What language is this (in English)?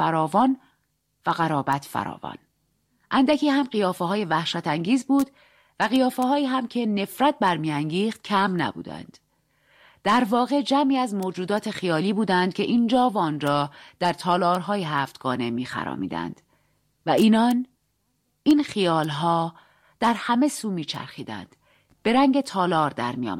Persian